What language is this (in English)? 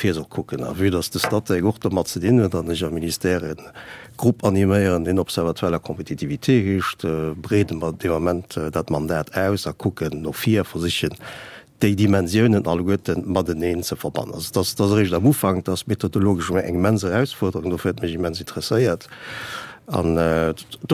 Luxembourgish